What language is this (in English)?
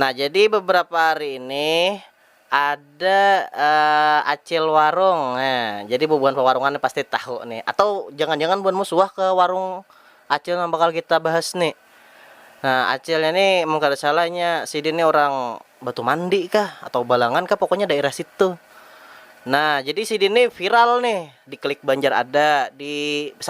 Banjar